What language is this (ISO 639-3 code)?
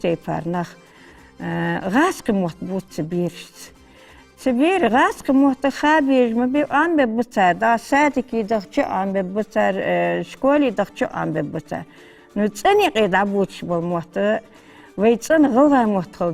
inh